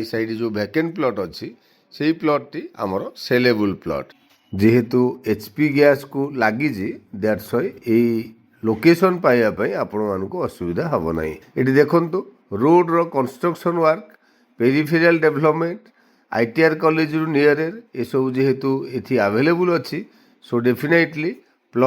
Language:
Odia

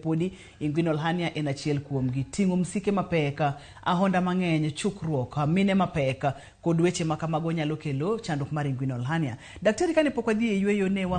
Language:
Luo (Kenya and Tanzania)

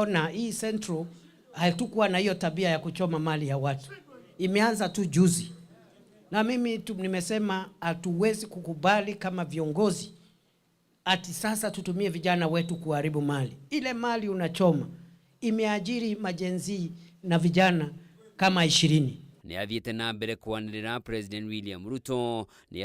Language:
Kikuyu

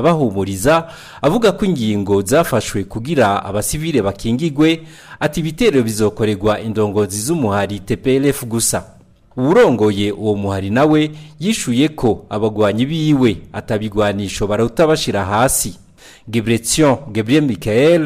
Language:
Rundi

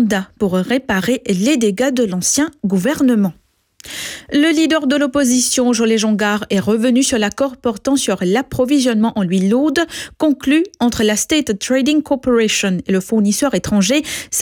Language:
French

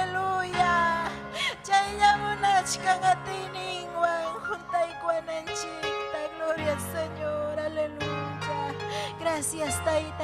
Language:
Ayacucho Quechua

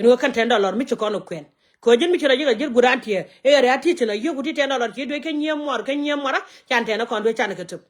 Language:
Nuer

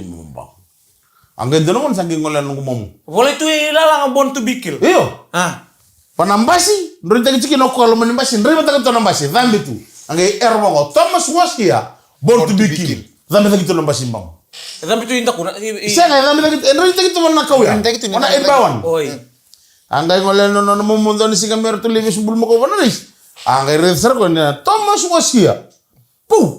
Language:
Fijian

